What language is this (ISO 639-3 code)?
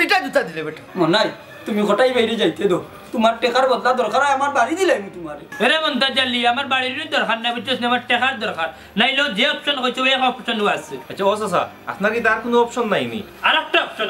syl